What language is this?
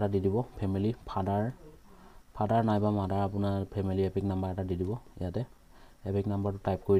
Assamese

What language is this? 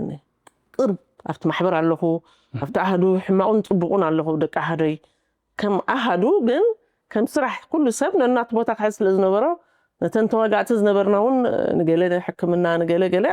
Tigrinya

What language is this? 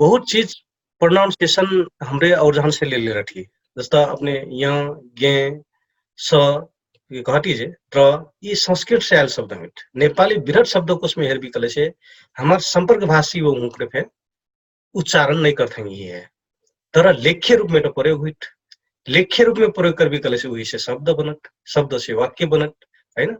Dangaura Tharu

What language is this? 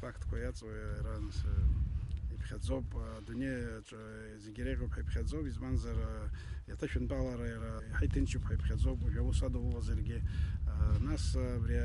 Abkhazian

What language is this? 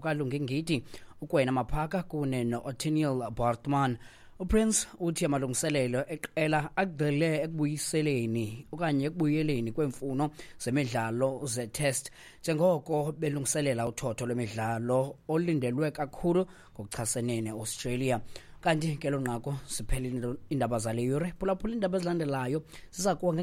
Xhosa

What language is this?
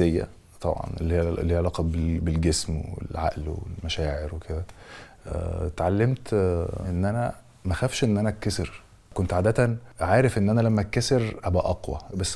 Egyptian Arabic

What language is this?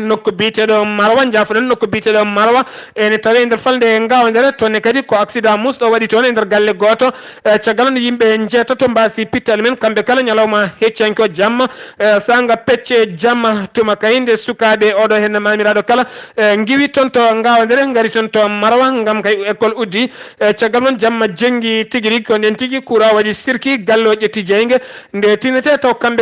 Fula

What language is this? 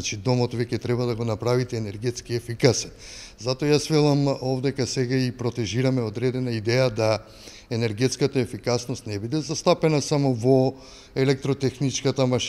Macedonian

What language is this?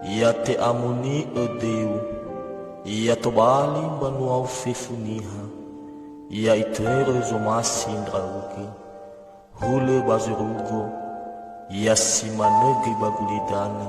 Nias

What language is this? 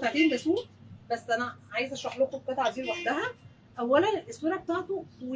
Egyptian Arabic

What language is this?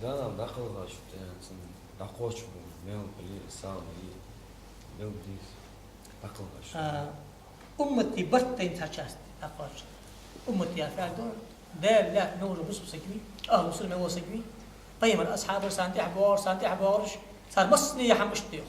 Ingush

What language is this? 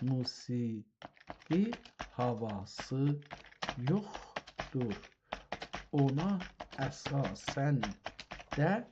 South Azerbaijani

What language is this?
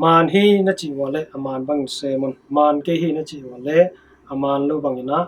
Tedim Chin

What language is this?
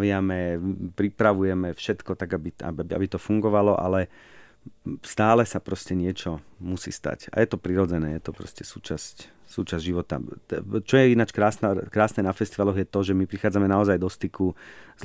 Slovak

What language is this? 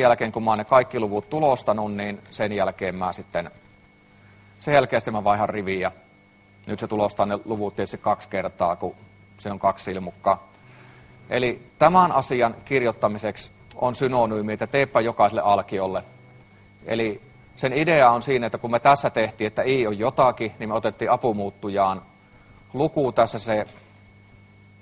Finnish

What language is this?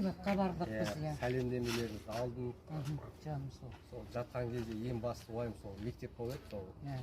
Kazakh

